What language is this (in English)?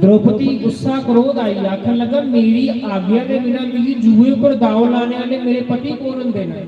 Dogri